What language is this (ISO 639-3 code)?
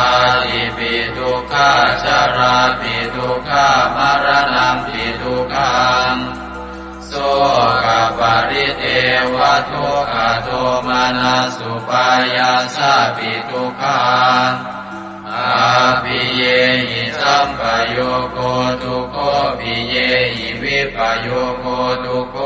pli